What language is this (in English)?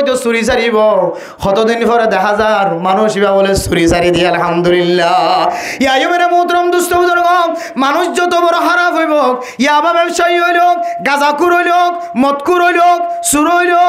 Rohingya